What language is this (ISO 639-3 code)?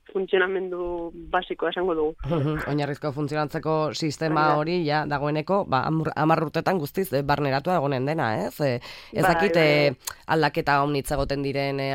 eus